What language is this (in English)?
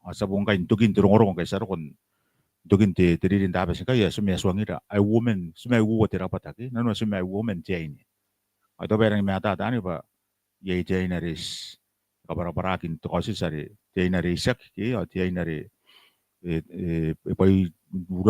Gilbertese